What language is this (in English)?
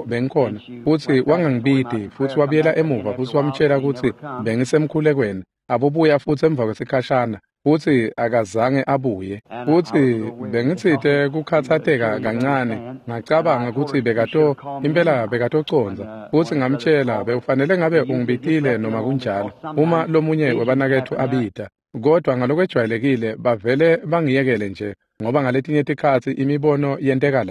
Swati